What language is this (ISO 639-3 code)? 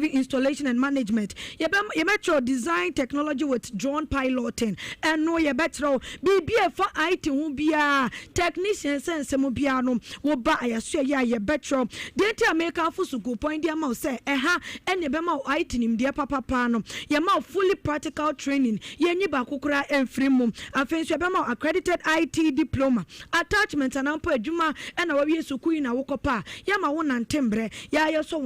aka